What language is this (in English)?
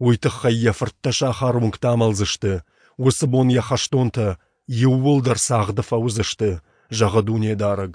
Ossetic